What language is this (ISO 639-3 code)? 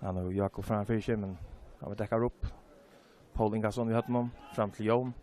fao